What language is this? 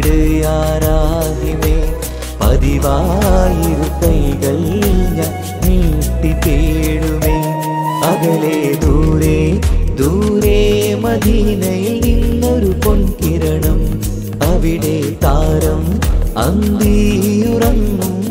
Malayalam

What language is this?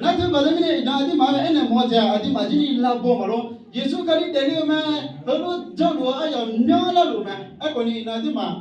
Akha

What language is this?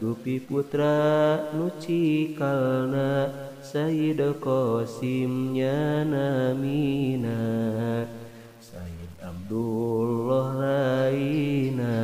Sundanese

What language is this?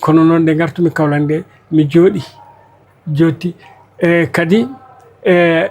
Fula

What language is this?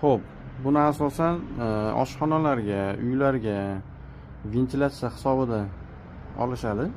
Uzbek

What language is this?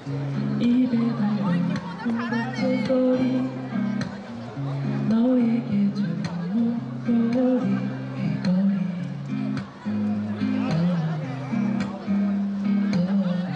Korean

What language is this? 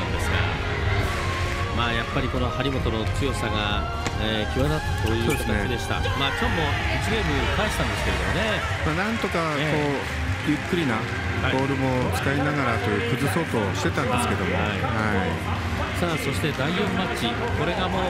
Japanese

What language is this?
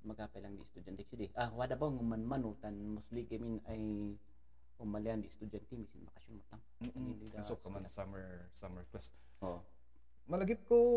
Kankanaey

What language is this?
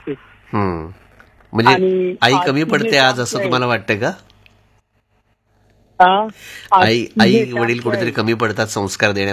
Marathi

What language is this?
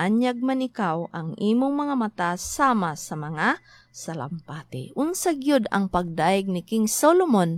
Cebuano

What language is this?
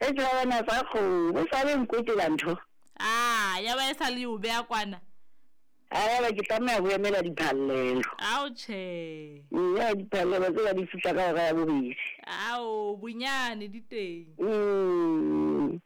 Southern Sotho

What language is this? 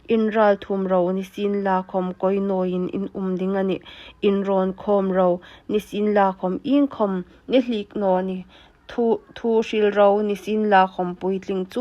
Hmar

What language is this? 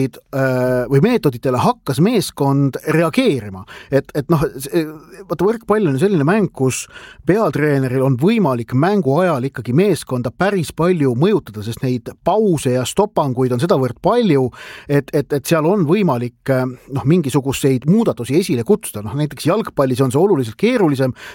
Estonian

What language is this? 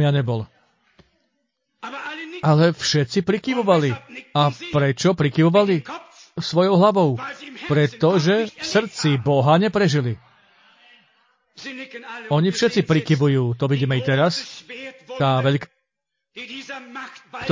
Slovak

